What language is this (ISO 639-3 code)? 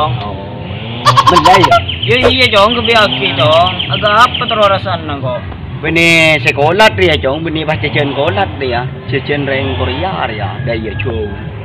mad